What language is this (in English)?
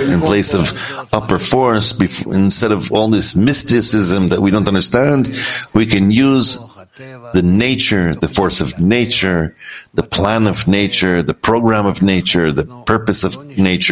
English